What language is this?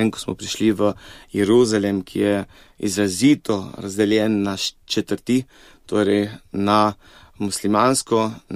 Slovenian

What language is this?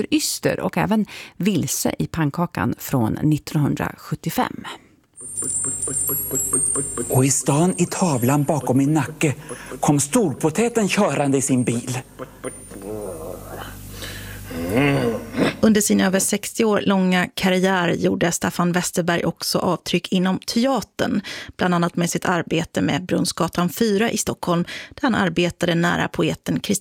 Swedish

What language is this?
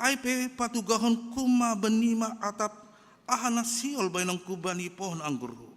Batak Simalungun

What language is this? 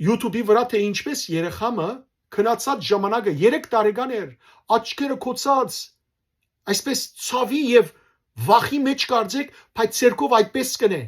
Western Armenian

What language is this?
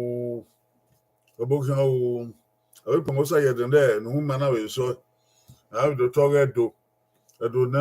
Bini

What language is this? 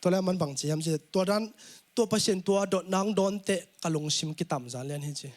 Tedim Chin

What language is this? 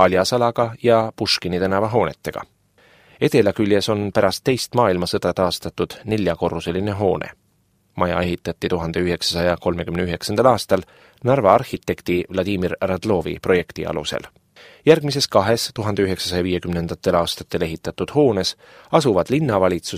Estonian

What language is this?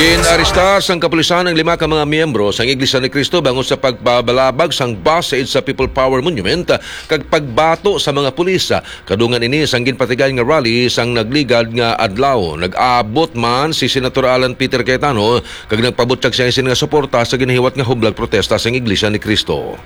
Hiligaynon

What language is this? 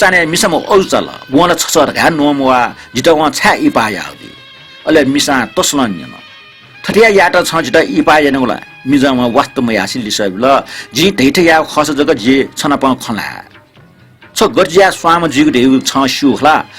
Newari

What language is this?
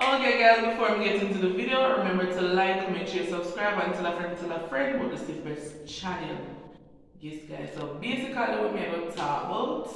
Jamaican Creole English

